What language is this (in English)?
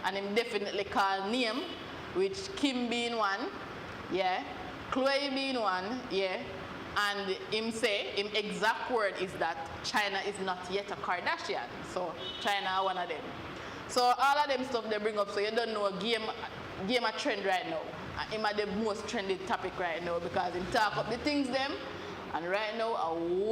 Jamaican Creole English